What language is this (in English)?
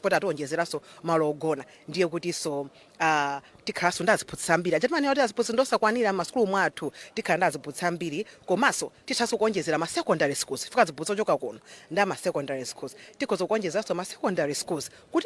Nyanja